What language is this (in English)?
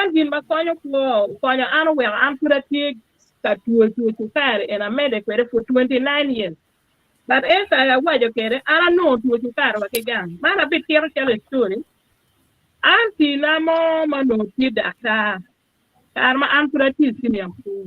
Acoli